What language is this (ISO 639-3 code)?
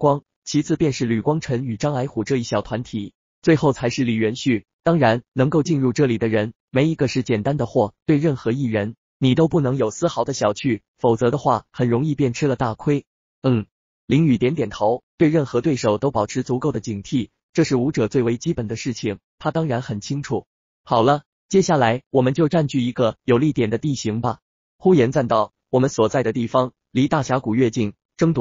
zho